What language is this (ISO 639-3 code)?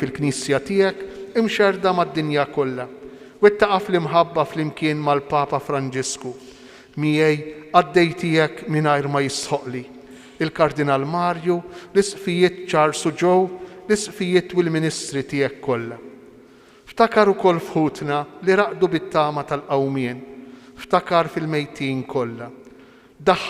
mlt